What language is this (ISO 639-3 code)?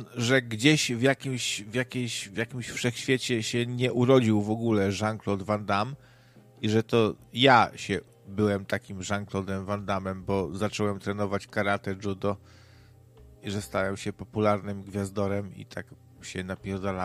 pol